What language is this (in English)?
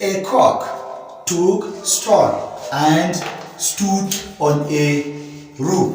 Hausa